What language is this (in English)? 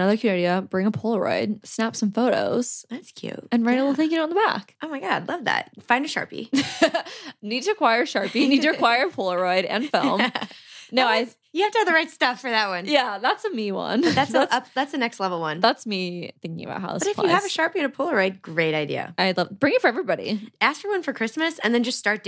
English